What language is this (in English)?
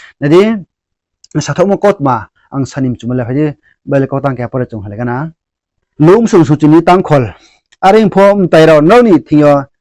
Riang (India)